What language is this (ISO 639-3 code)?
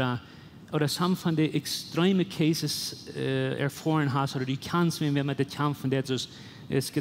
pdt